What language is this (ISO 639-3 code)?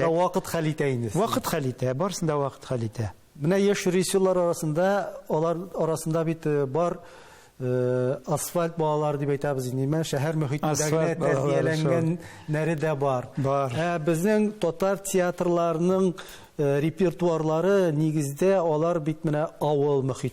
tat